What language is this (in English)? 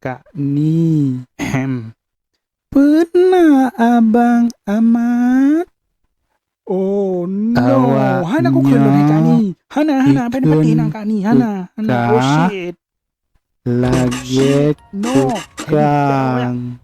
Achinese